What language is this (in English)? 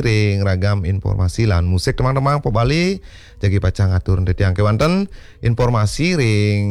Balinese